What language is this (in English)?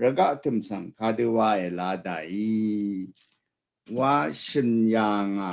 Rawang